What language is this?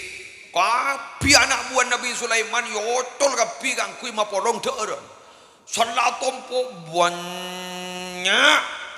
Madurese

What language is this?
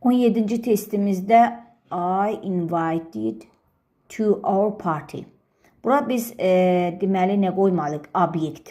Azerbaijani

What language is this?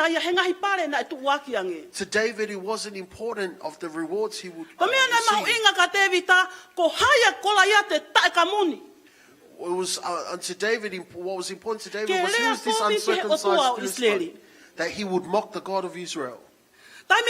Tongan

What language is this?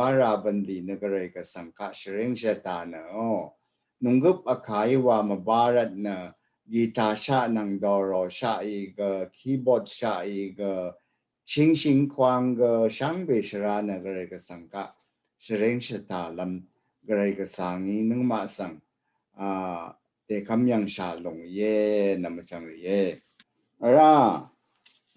Rawang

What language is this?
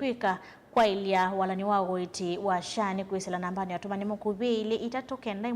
Kamba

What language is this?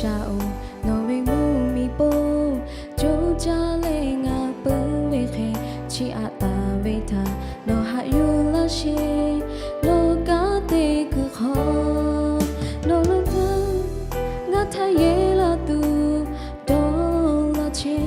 Lahu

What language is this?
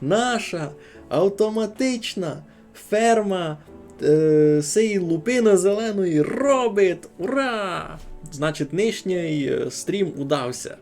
Rusyn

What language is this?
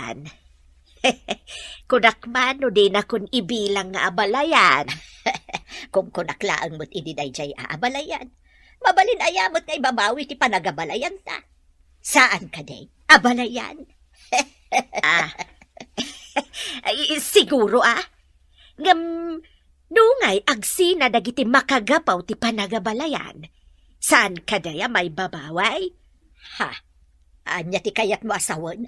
Iloko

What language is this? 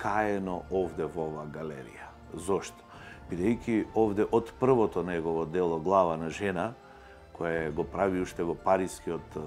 Macedonian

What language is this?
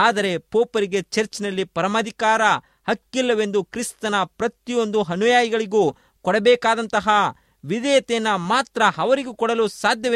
Kannada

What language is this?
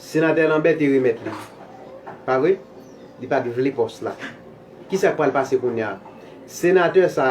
Haitian Creole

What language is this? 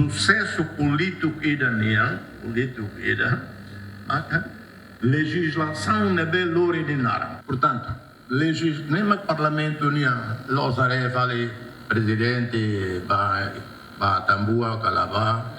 Tetum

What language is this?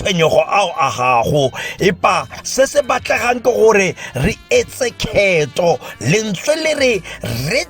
Tswana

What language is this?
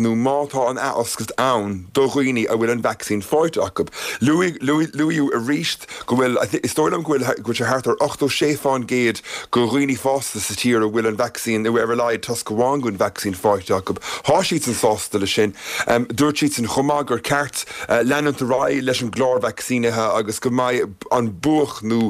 Irish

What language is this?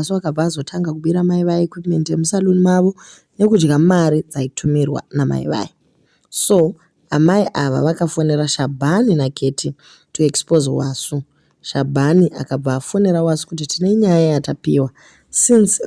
Shona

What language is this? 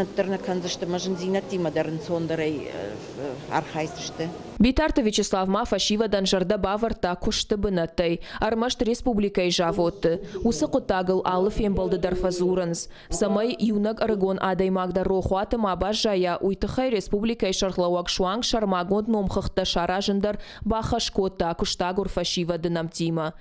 Ossetic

